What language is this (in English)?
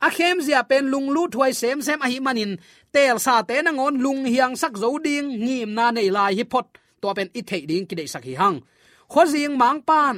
Tedim Chin